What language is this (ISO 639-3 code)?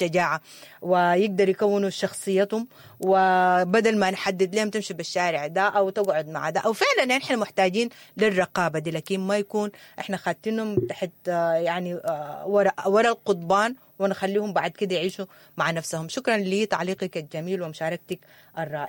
apd